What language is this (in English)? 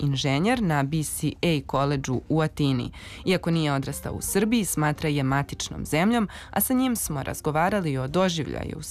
Serbian